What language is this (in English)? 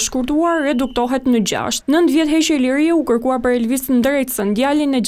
Albanian